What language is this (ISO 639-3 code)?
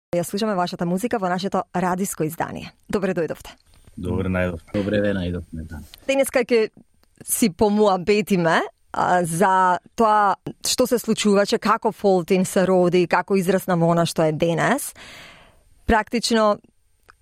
mkd